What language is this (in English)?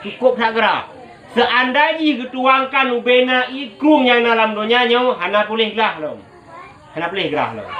Achinese